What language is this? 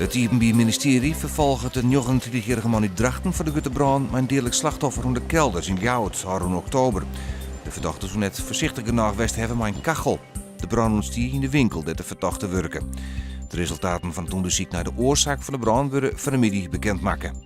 Western Frisian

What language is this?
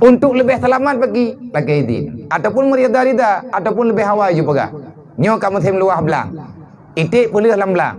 Achinese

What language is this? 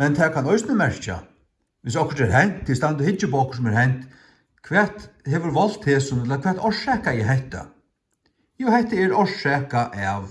Faroese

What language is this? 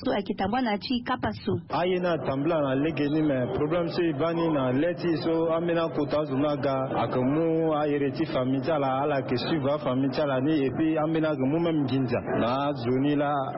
Sango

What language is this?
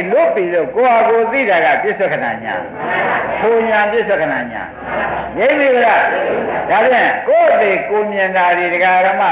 Burmese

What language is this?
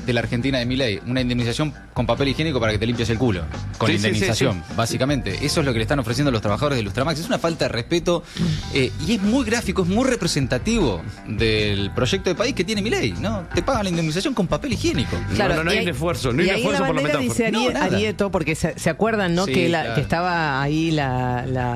Spanish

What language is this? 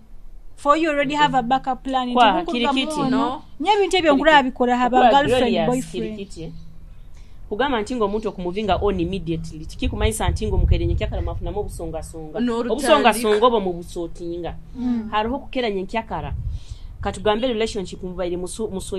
Nyoro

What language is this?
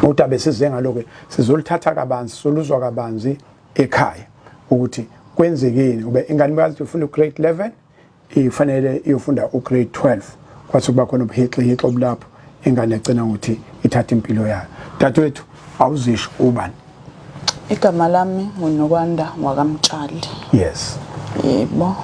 Zulu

